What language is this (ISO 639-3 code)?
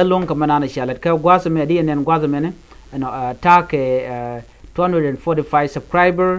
nus